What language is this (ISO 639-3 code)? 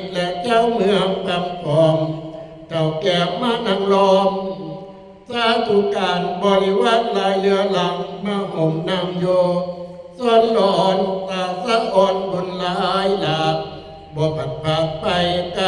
tts